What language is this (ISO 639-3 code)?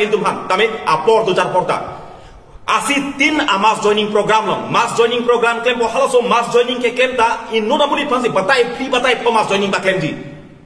mjw